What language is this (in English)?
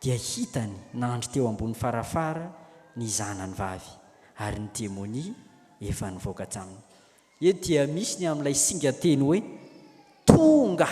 Malagasy